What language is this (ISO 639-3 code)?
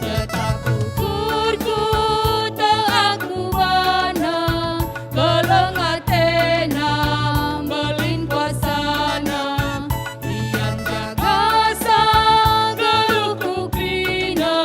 btx